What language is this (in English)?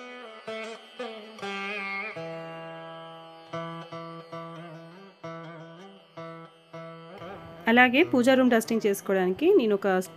Telugu